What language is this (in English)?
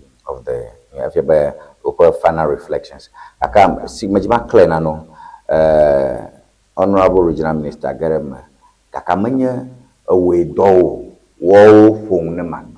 Ewe